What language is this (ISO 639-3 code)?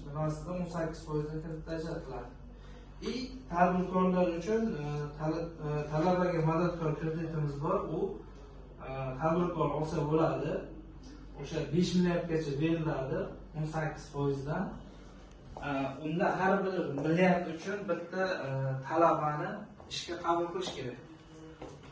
uzb